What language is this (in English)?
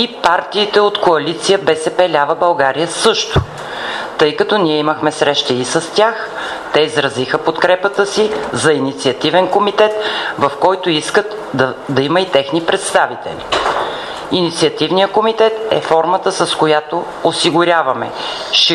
Bulgarian